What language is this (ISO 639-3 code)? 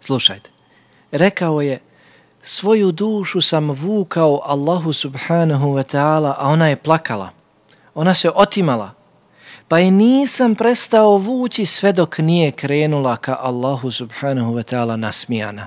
bos